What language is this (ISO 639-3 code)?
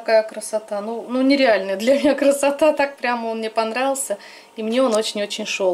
rus